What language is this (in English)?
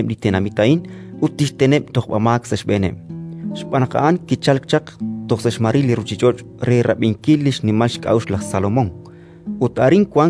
Kekchí